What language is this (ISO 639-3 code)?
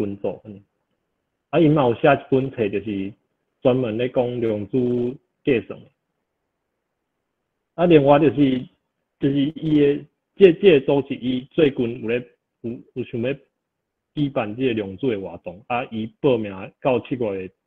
nan